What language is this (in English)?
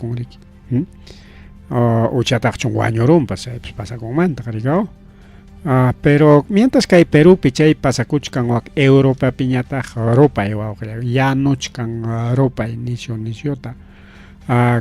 Ayacucho Quechua